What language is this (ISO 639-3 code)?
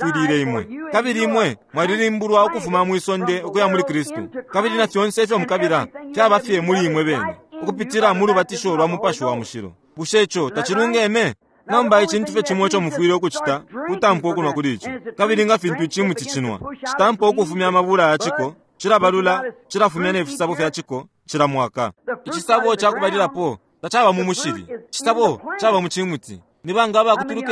bem